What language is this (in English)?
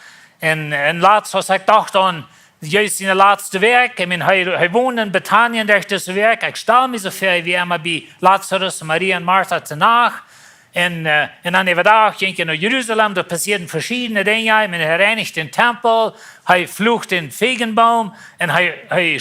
Plautdietsch